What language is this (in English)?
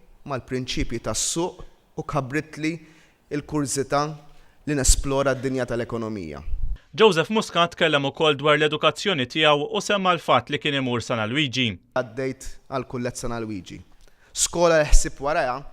Maltese